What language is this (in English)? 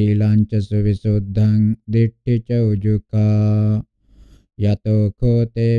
Pali